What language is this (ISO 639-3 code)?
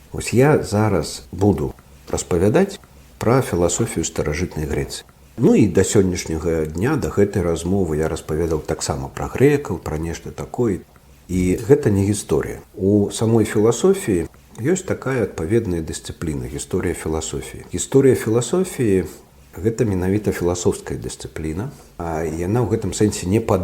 bel